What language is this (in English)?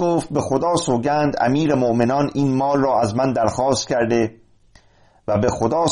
Persian